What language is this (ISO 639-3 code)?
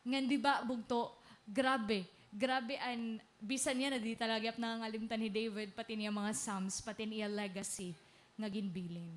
war